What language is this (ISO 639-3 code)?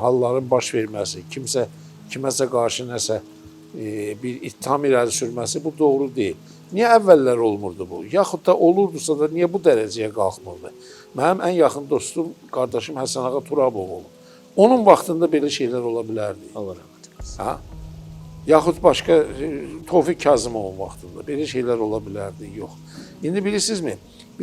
aze